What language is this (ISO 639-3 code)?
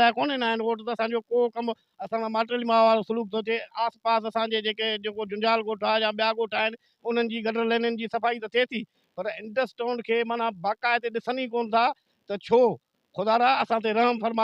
snd